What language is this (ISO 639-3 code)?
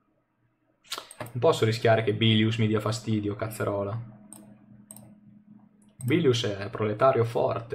ita